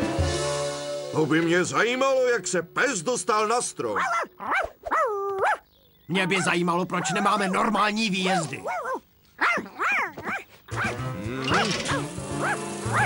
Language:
Czech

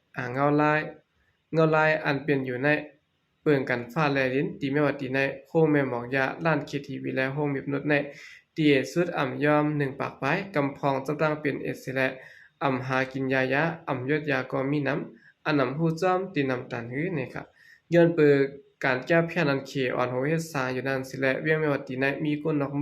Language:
Shan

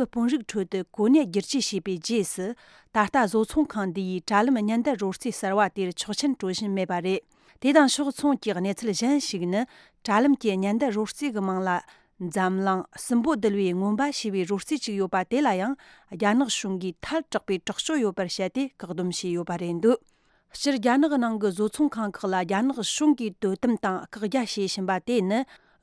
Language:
Tibetan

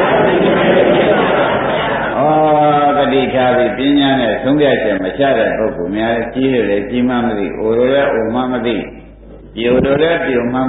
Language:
Burmese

